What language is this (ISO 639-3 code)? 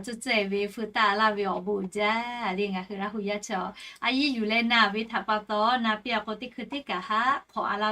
lhu